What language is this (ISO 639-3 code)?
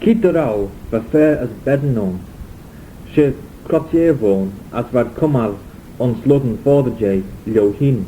glv